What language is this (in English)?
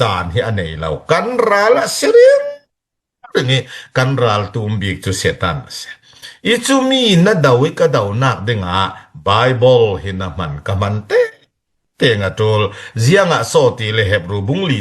Falam Chin